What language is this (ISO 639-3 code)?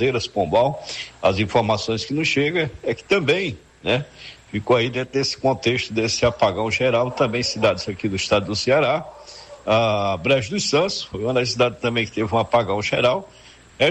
por